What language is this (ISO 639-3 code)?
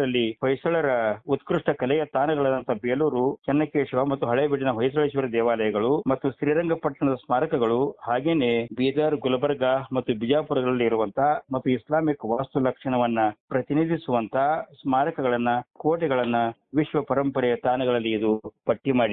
kan